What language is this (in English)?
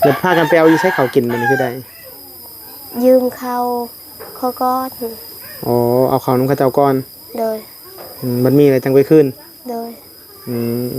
Northeastern Thai